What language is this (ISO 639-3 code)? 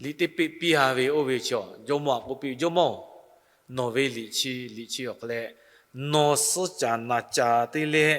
lhu